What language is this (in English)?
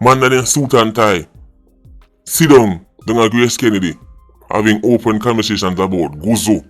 Jamaican Creole English